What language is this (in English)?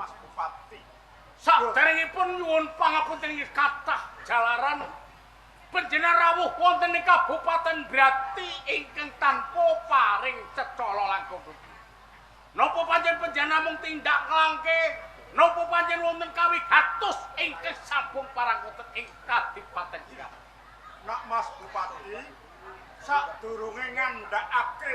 Javanese